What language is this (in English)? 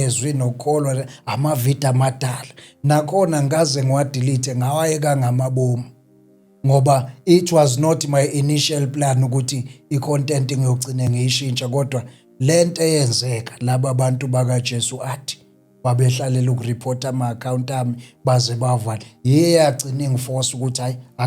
Zulu